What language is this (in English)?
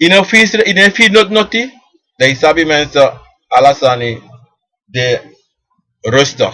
Sranan Tongo